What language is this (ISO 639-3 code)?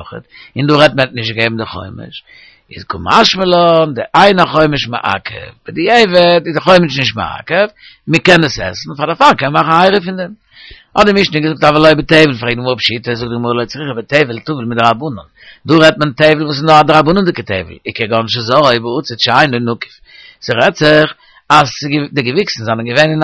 yid